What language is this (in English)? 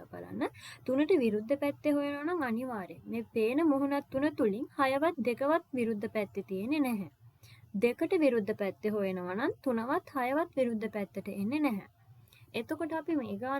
Sinhala